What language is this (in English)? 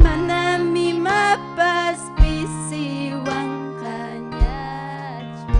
Ayacucho Quechua